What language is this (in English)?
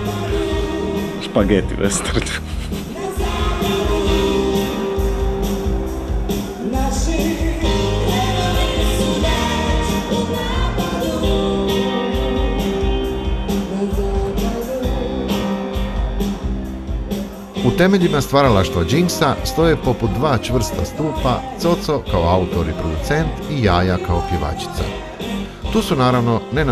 Croatian